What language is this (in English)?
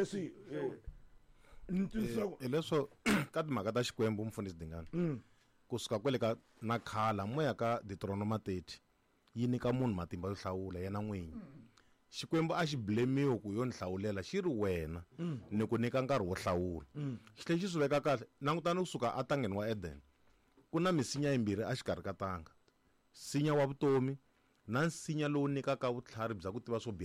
Tsonga